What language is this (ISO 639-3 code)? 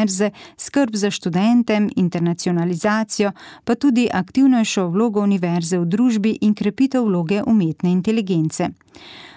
slv